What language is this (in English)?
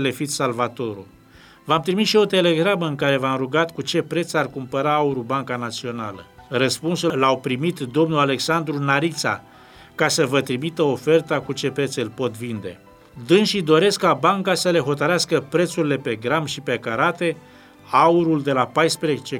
Romanian